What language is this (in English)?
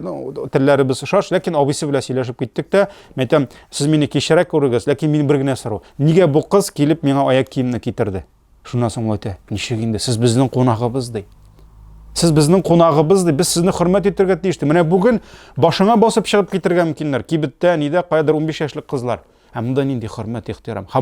Tatar